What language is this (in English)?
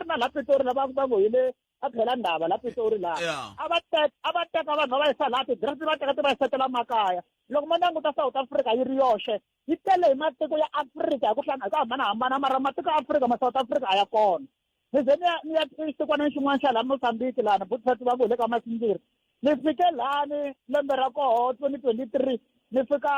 Tsonga